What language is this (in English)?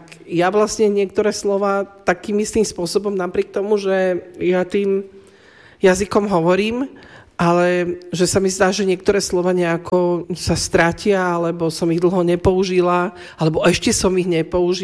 Slovak